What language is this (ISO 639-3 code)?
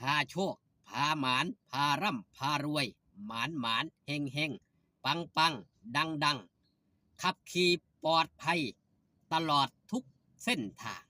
tts